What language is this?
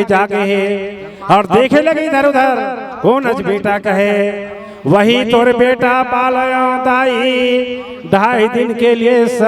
Chhattisgarhi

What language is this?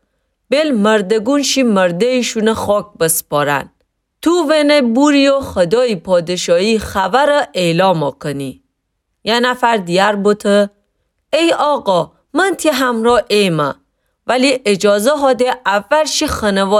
Gilaki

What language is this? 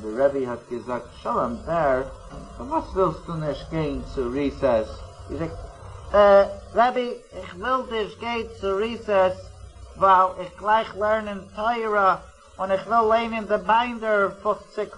Yiddish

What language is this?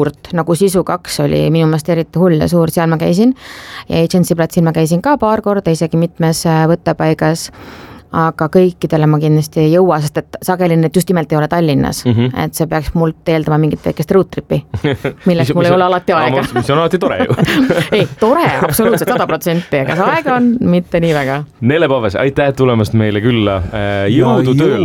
Estonian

